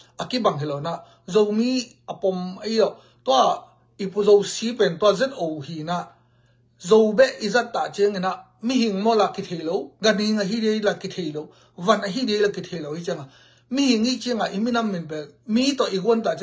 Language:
Tedim Chin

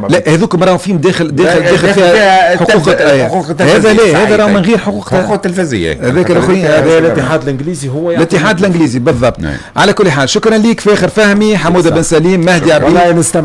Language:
Tunisian Arabic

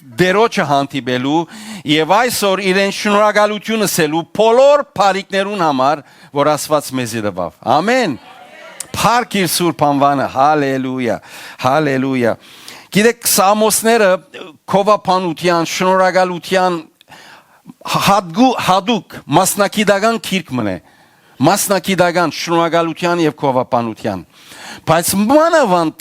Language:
Western Armenian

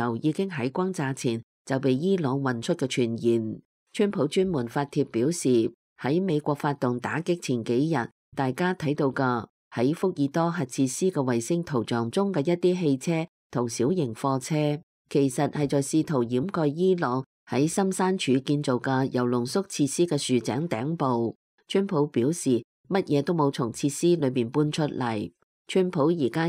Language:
Cantonese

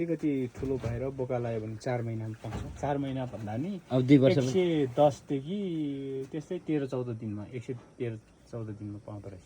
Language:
Nepali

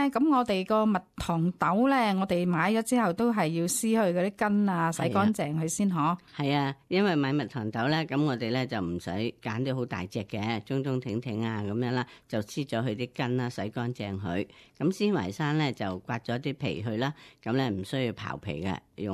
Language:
Cantonese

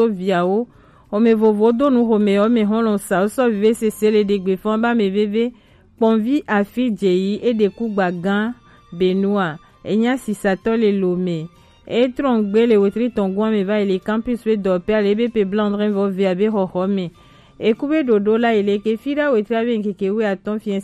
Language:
Gen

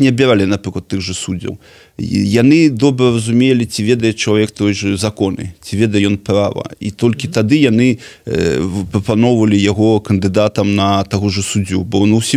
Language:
Belarusian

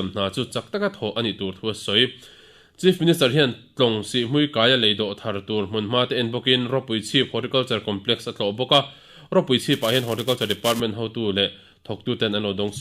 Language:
Mizo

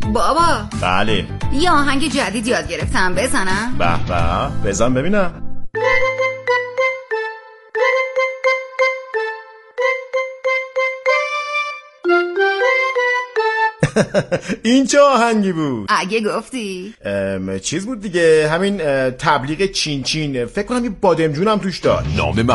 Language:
Persian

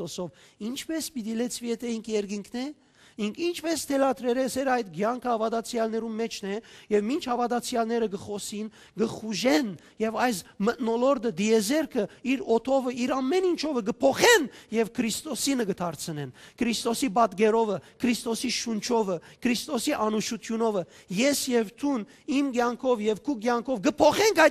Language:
Western Armenian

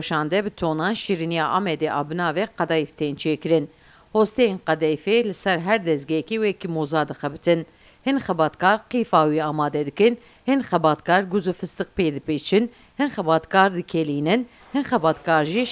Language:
Kurdish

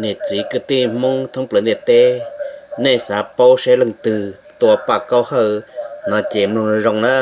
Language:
Hmong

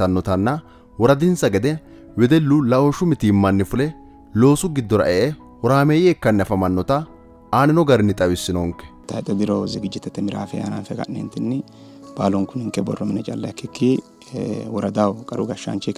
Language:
Sidamo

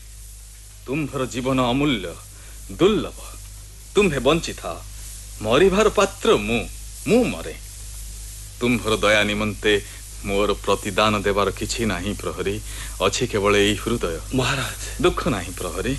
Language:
Odia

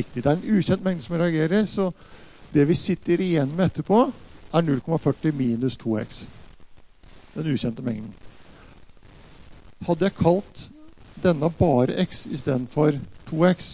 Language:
Norwegian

